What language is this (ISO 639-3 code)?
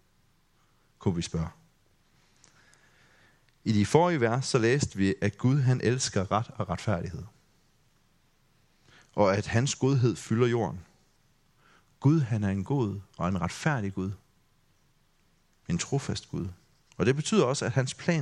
dan